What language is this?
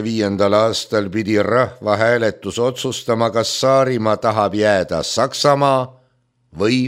Estonian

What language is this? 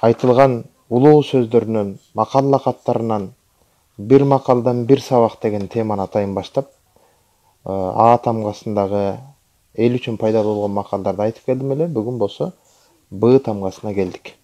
Kyrgyz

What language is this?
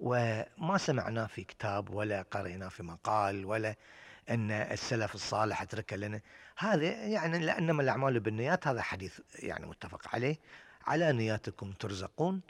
Gulf Arabic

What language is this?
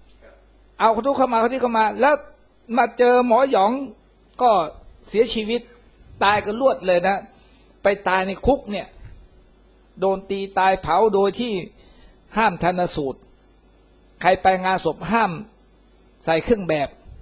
Thai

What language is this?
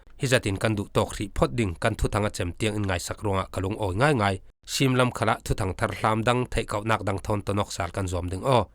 Falam Chin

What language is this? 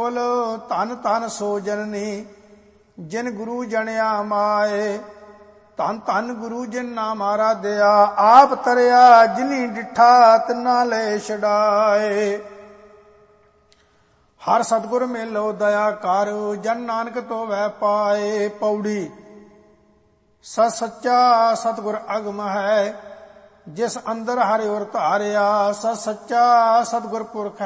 Punjabi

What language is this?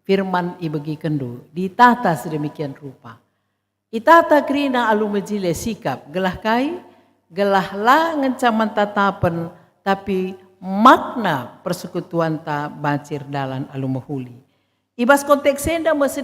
Batak Karo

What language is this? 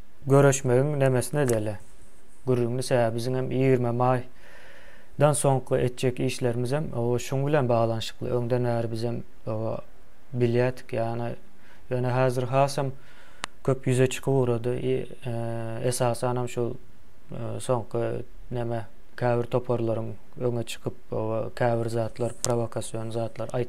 Turkmen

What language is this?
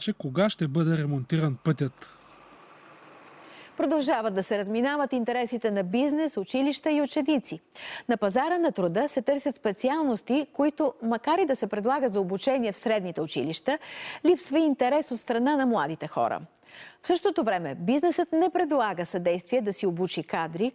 Bulgarian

